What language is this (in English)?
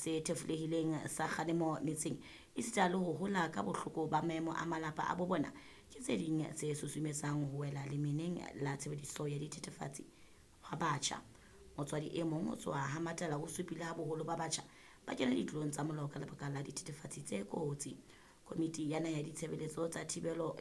Southern Sotho